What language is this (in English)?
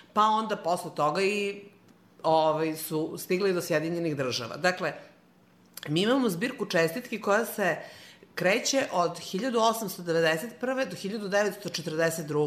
Serbian